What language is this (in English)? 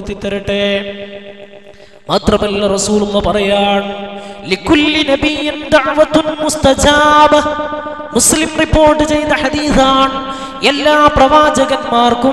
Malayalam